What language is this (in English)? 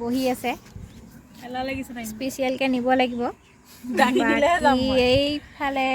Assamese